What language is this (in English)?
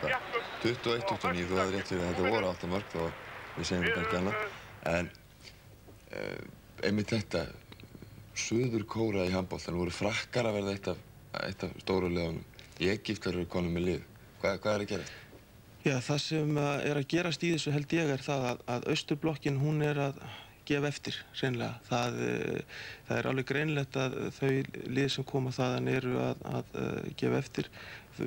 Icelandic